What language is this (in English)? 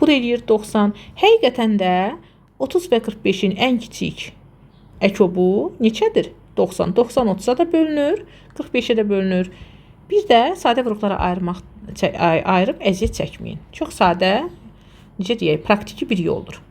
Azerbaijani